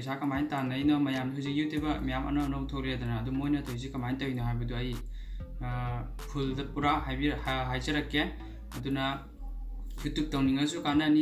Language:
Manipuri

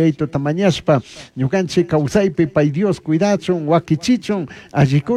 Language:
Chimborazo Highland Quichua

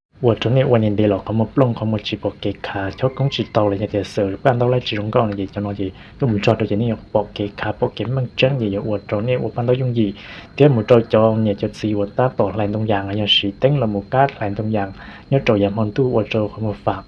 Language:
Hmong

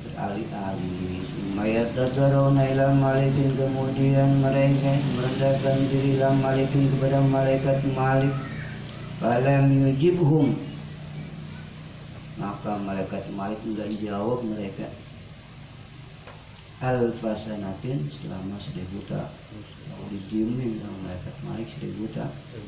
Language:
Indonesian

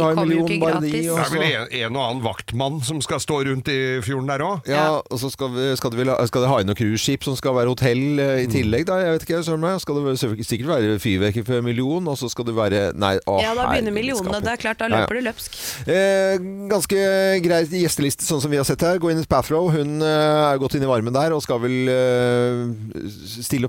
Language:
Norwegian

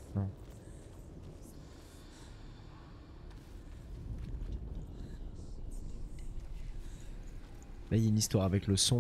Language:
French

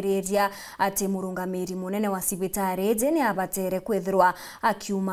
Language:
Meru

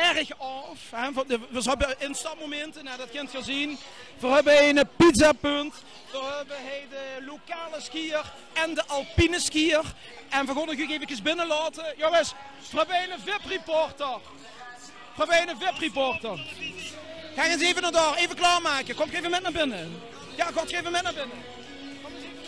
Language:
Limburgish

